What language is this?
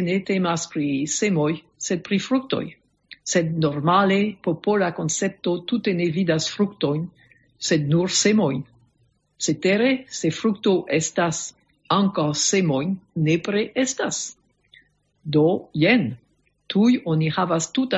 Esperanto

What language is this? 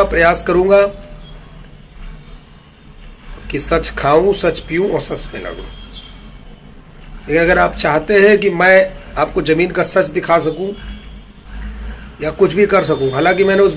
Hindi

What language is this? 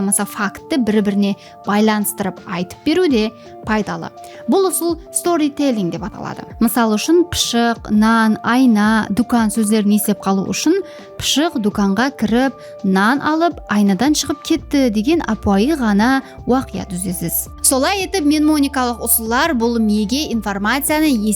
Kara-Kalpak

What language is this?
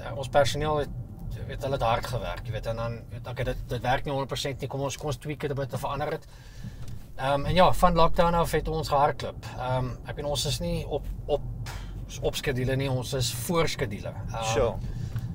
Afrikaans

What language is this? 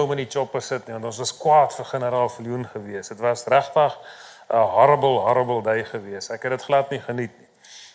Afrikaans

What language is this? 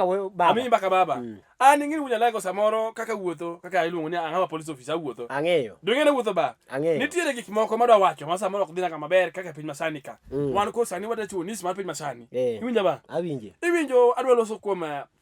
Luo (Kenya and Tanzania)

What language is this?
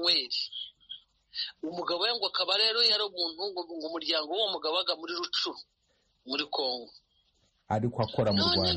Kinyarwanda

